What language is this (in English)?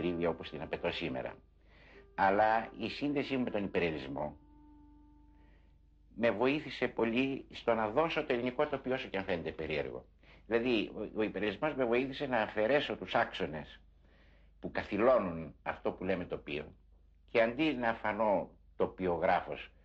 Greek